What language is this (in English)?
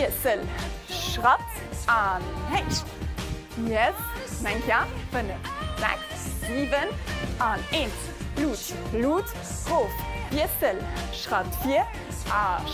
Luxembourgish